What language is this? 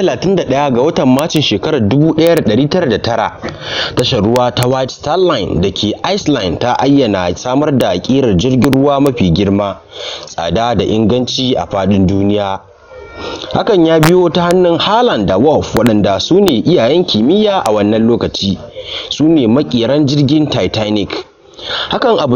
Hausa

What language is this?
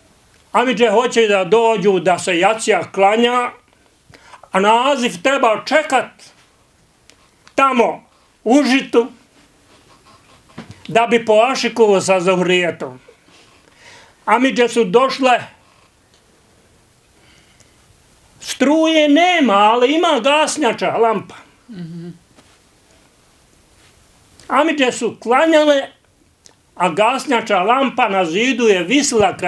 Bosnian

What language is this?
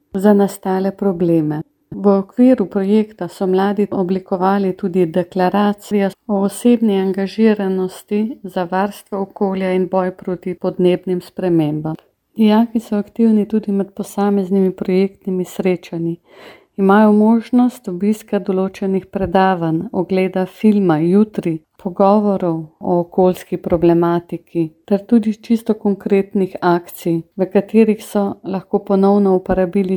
Slovenian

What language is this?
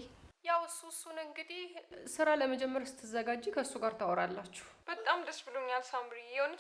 Amharic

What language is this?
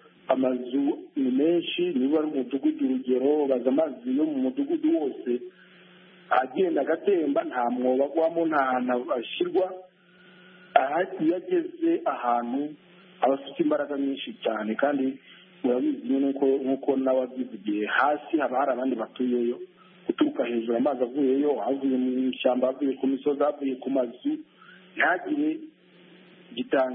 Kinyarwanda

